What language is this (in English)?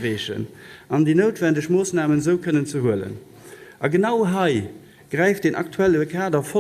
Luxembourgish